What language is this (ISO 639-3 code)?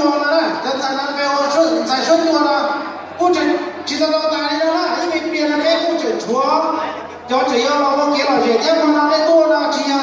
hmn